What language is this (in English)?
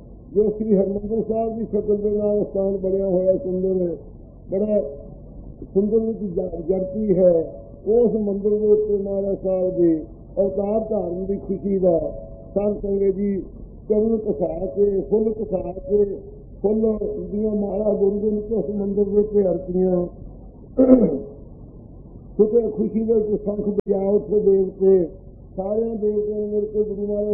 Punjabi